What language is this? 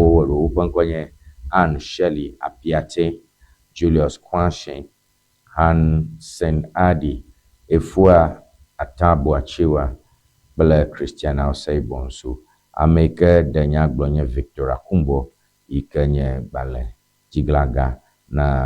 Ewe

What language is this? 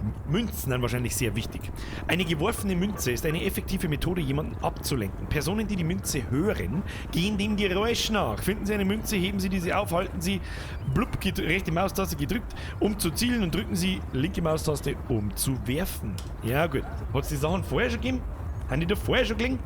Bavarian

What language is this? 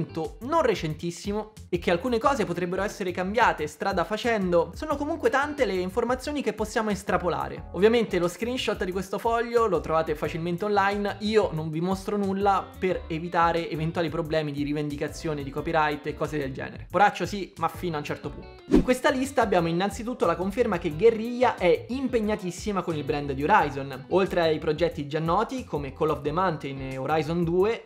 Italian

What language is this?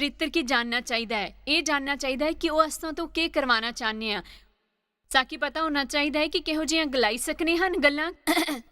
Dogri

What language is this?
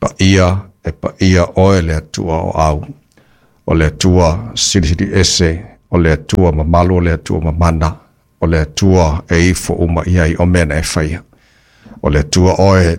Samoan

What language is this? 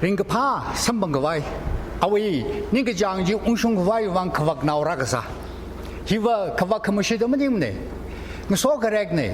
Tangkhul Naga (India)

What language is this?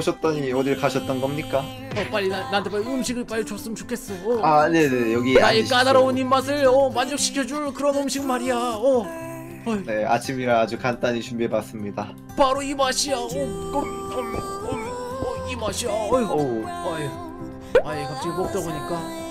Korean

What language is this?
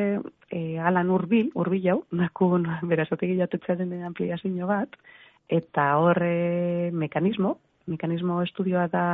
Basque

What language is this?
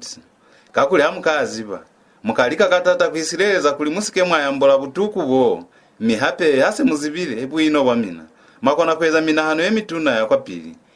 Lozi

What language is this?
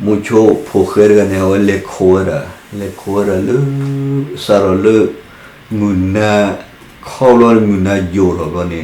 S'gaw Karen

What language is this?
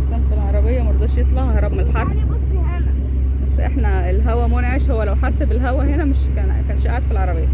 Egyptian Arabic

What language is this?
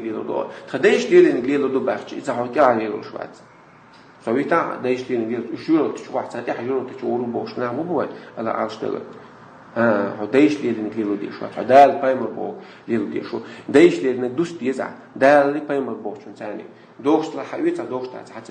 Chechen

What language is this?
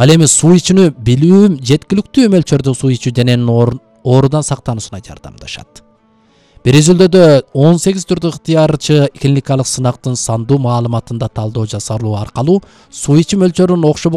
Kyrgyz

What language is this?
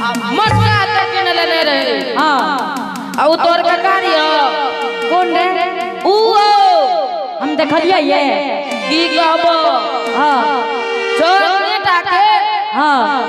Angika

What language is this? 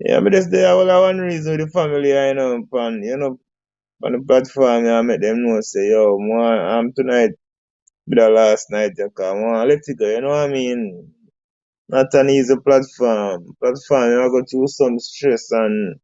Jamaican Creole English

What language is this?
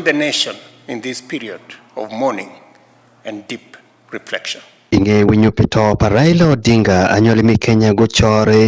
Acoli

